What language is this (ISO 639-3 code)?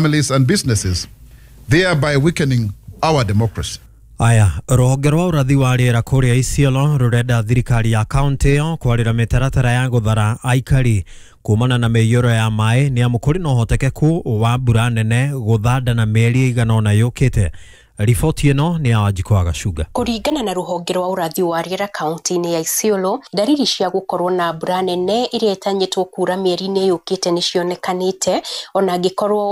kik